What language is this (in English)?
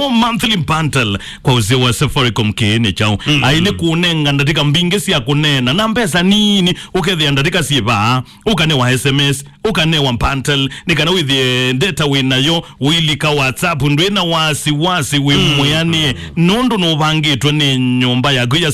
Kamba